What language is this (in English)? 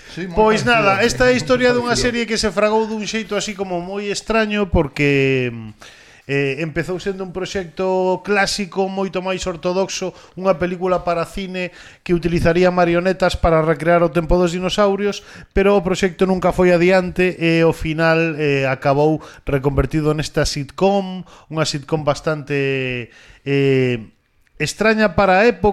Galician